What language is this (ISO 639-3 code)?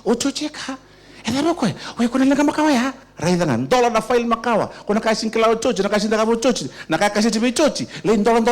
fij